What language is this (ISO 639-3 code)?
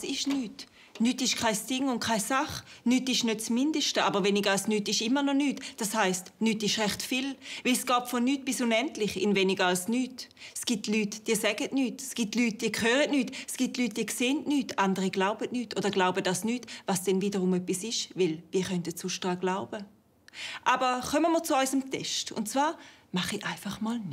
gsw